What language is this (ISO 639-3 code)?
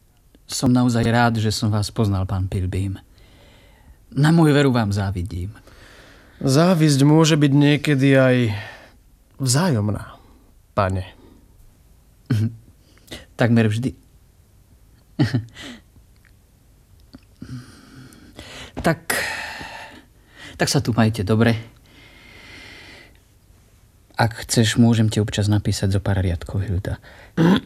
slk